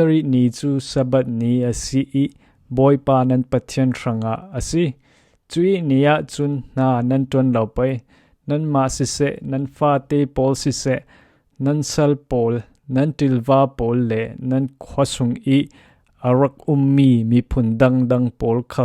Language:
Falam Chin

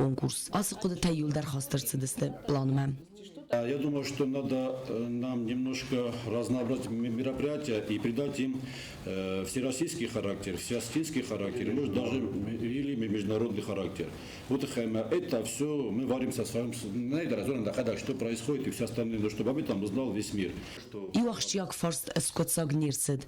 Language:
Ossetic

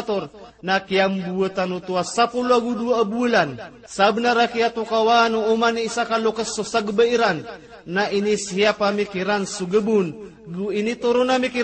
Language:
Maranao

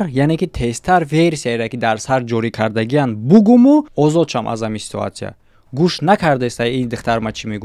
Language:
Tajik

